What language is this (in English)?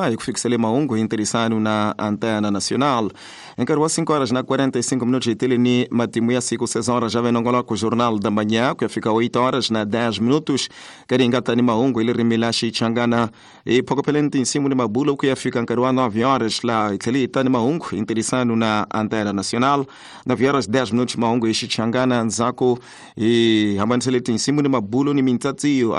Tsonga